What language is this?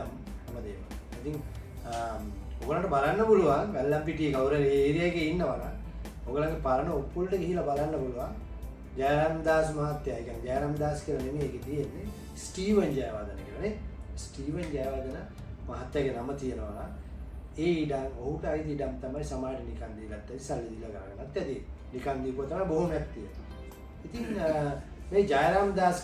Sinhala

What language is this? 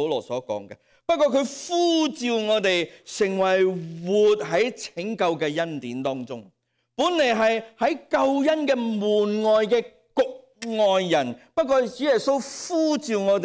Cantonese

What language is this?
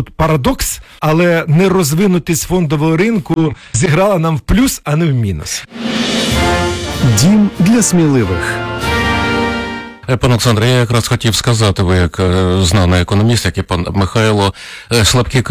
Ukrainian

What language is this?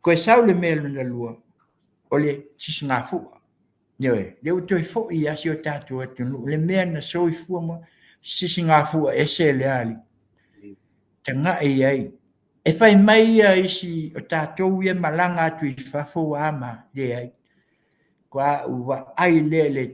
Samoan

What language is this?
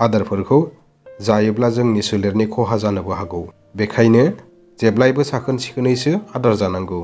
Bodo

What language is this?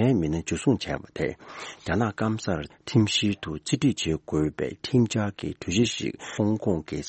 Tibetan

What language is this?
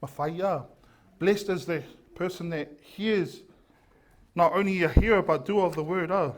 Samoan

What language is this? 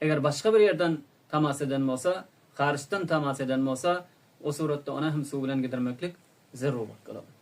Turkmen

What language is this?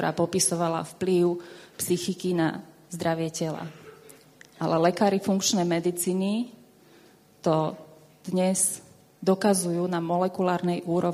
Slovak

